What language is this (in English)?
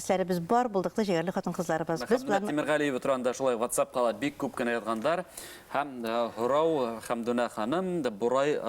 Bashkir